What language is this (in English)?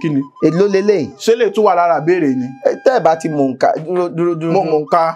Yoruba